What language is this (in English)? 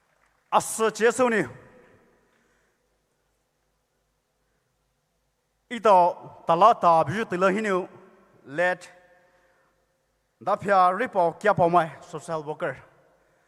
Poumei Naga